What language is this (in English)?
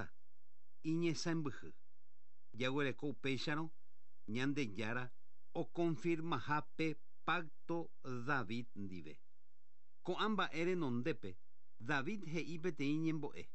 Guarani